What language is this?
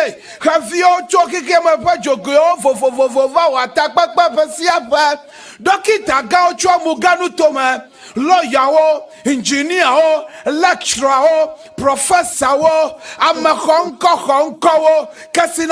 Ewe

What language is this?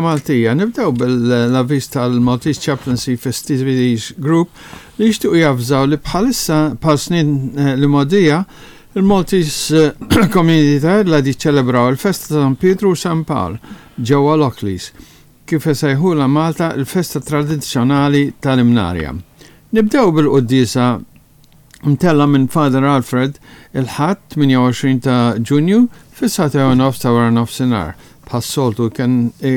Maltese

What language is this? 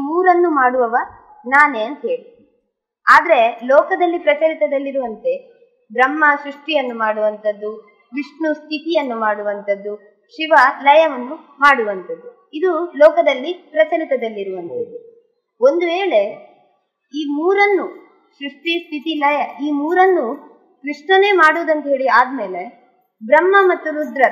Kannada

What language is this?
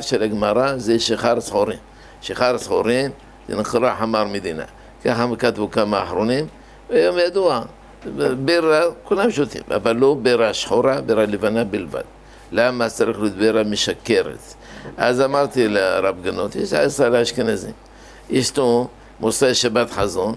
Hebrew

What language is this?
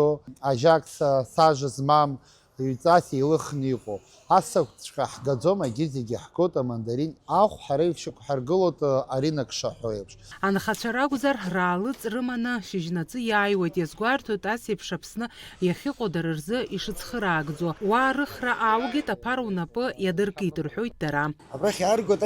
Abkhazian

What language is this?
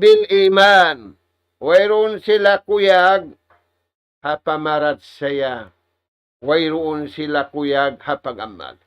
Tausug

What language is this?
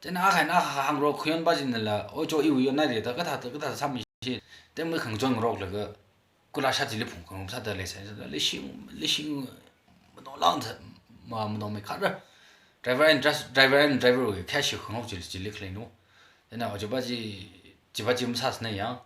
Tangkhul Naga (India)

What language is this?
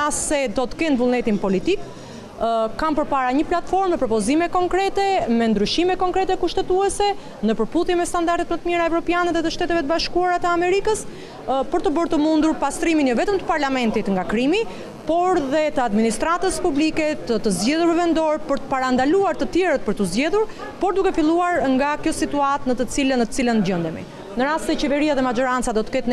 Albanian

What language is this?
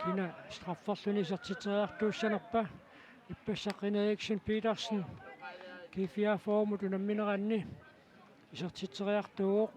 Kalaallisut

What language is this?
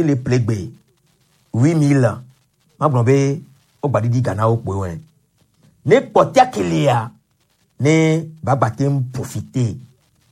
Gen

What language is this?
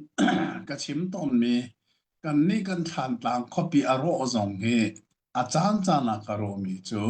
Hakha Chin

